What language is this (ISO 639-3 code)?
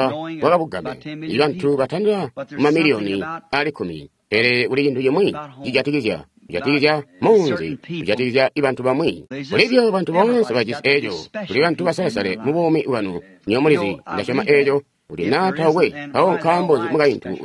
toi